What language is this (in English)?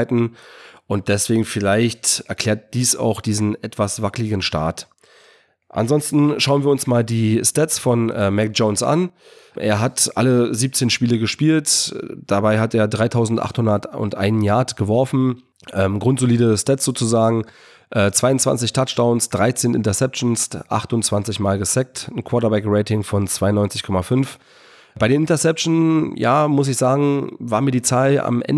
German